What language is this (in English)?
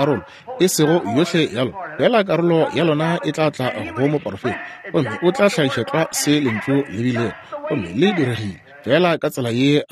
Northern Sotho